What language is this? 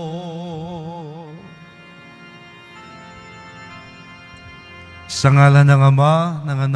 Filipino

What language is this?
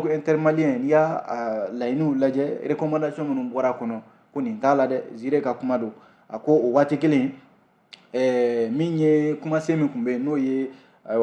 Bambara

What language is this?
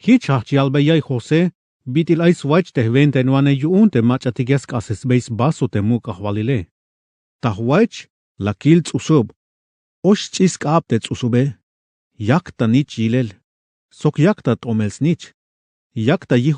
Tzeltal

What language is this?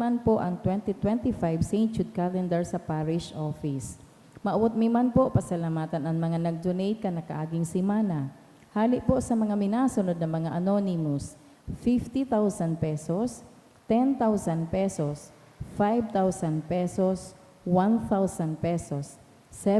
Bikol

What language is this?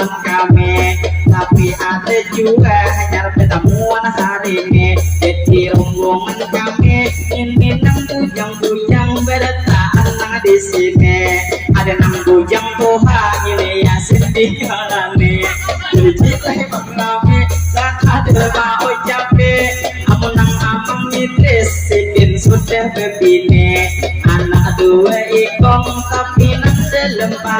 Banjar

